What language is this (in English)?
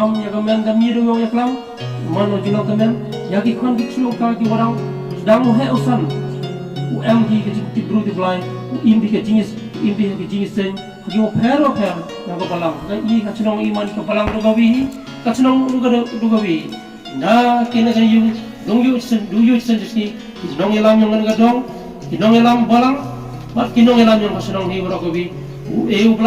Khasi